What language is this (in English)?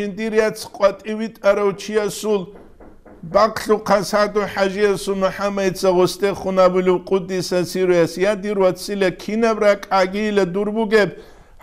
Avaric